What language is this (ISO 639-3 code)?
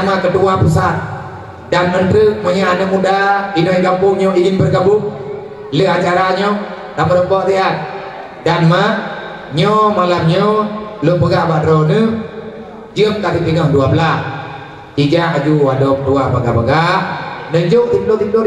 ace